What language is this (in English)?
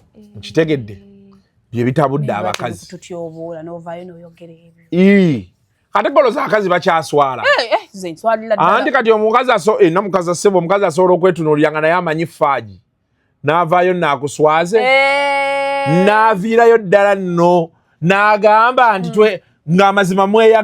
Ganda